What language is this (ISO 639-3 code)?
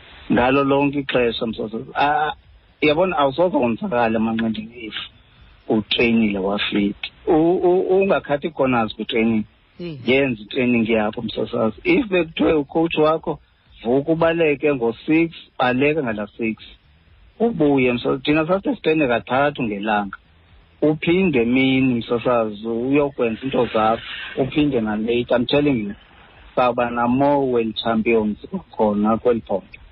xho